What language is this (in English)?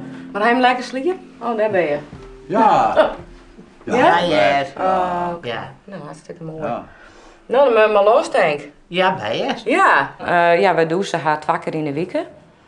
Western Frisian